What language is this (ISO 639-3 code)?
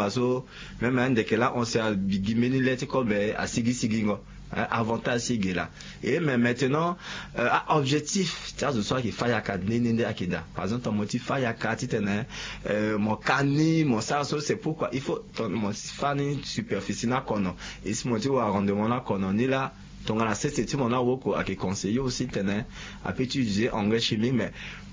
sag